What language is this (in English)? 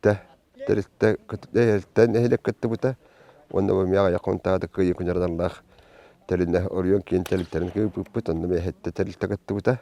Yakut